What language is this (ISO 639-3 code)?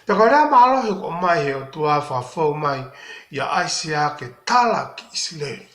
ton